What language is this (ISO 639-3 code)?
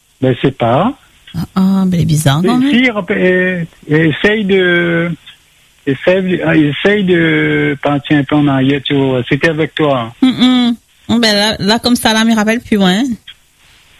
fra